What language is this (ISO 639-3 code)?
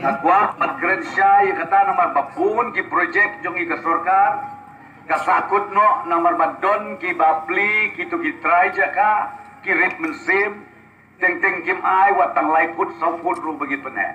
kha